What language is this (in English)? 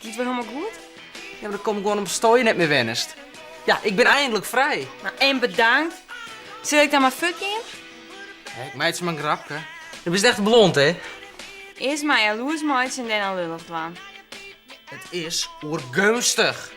Western Frisian